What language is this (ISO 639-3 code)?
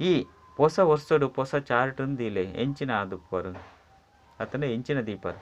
tcy